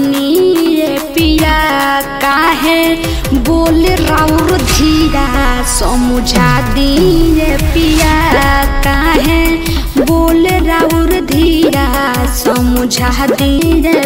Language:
Bhojpuri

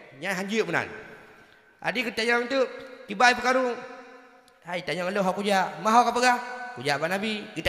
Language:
Achinese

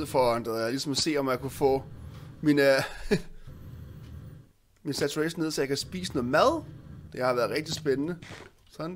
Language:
Danish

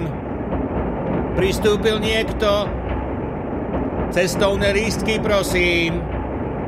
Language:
Slovak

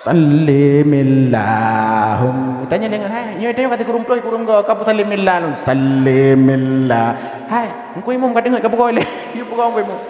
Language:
Achinese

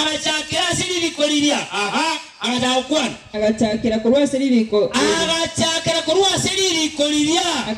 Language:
Gusii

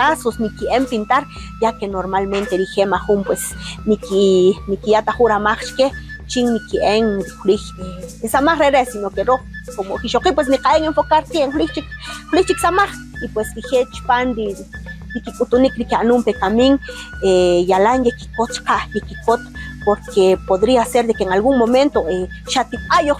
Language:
Kaqchikel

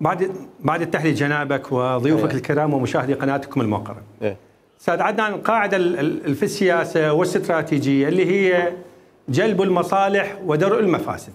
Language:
Mesopotamian Arabic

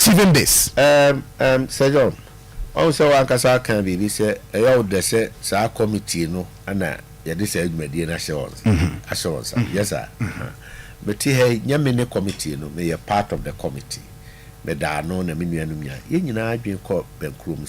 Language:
Akan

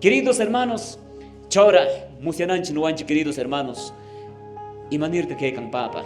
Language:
Quechua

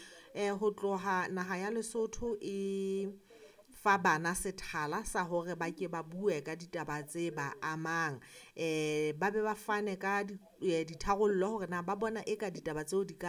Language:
Southern Sotho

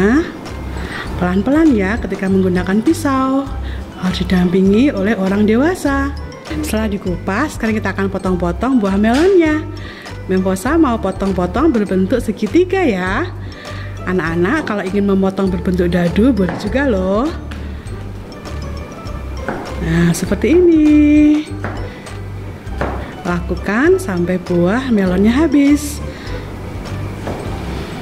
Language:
Indonesian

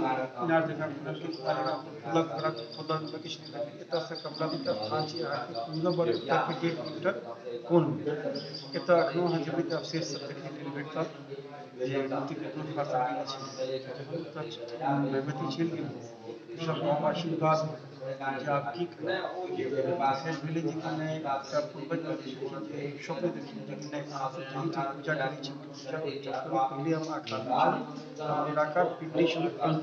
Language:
Maithili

